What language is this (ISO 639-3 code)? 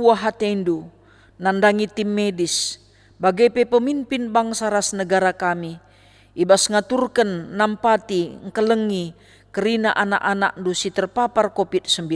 btx